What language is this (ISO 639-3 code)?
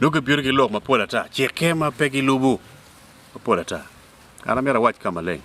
ach